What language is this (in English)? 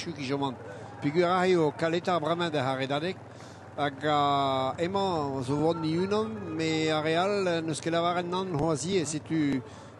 Breton